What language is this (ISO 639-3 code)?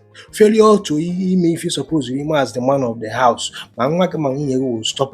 ibo